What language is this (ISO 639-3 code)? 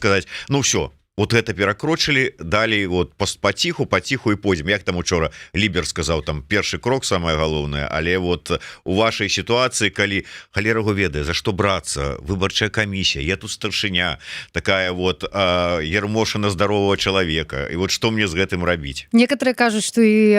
bel